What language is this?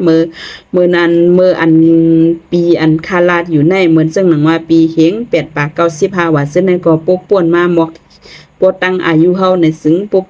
Shan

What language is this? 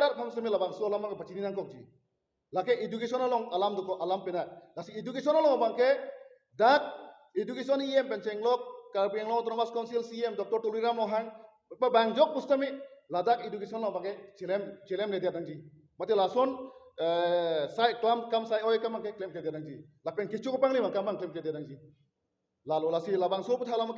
Karbi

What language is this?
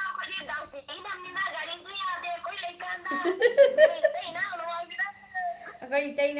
Manipuri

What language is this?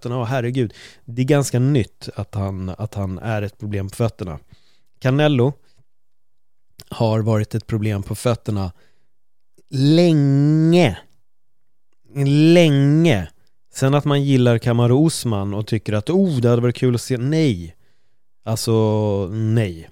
Swedish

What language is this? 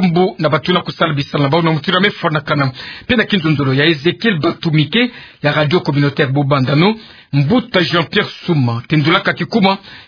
Kituba (Democratic Republic of Congo)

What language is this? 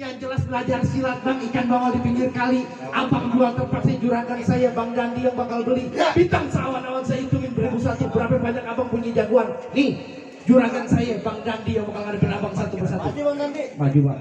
Betawi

